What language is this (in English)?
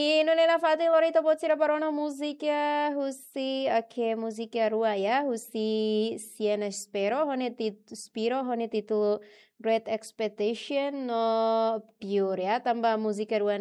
Tetum